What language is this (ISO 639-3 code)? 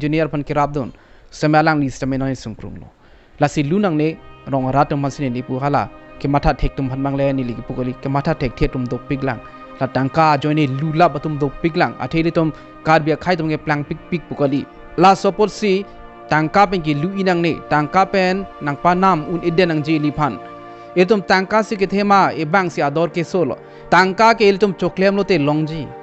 mjw